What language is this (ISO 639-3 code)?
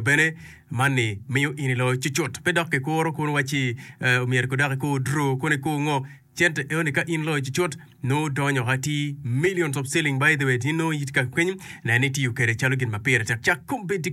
ach